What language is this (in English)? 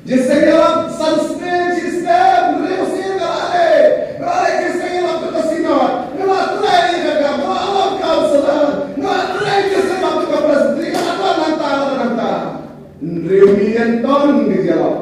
Khasi